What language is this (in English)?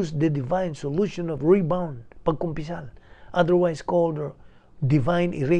Cebuano